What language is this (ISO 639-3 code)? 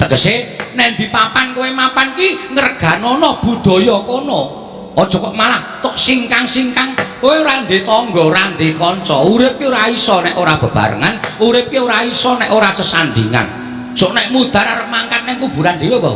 jav